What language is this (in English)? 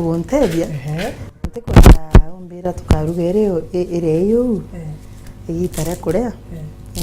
Meru